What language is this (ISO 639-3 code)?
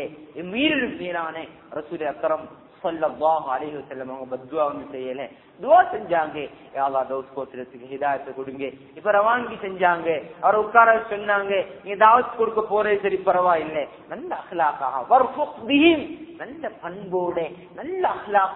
tam